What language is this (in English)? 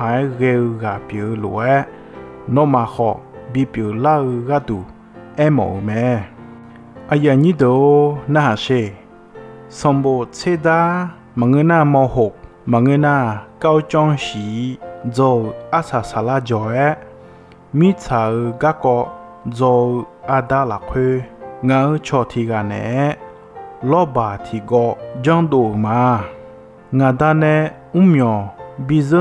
Akha